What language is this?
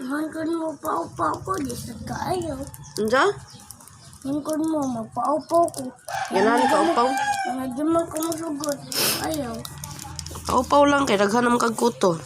Cebuano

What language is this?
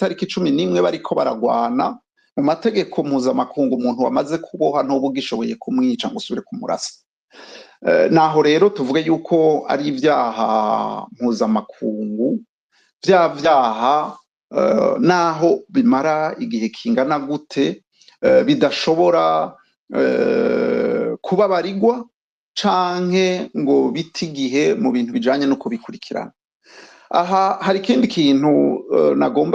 Rundi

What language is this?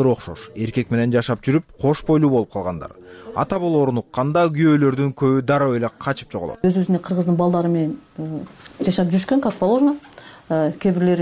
Kyrgyz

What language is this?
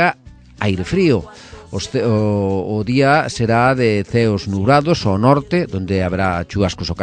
Galician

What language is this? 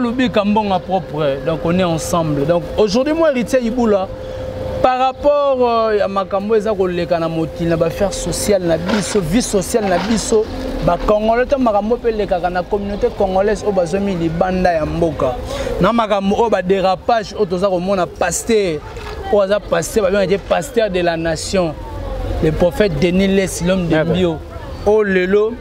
Lingala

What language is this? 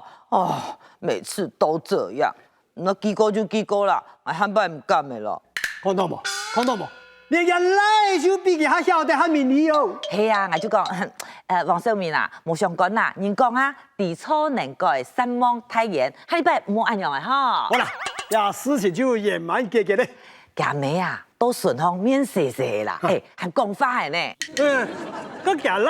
Hakka Chinese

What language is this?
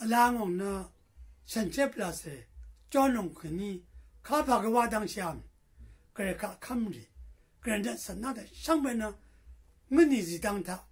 Rawang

